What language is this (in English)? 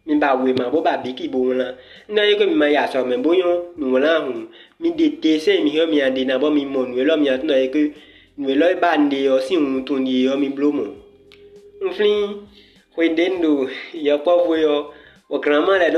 Fon